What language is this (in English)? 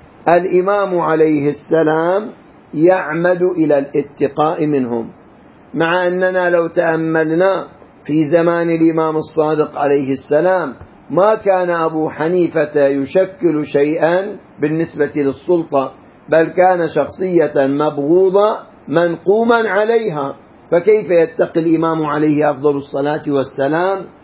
Arabic